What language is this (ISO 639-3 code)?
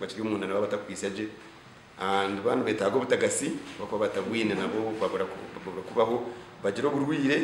nyn